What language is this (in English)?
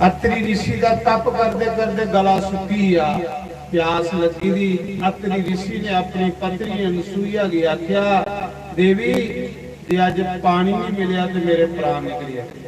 Dogri